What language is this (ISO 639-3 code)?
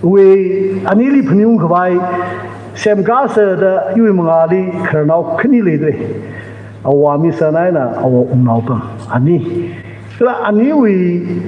nmf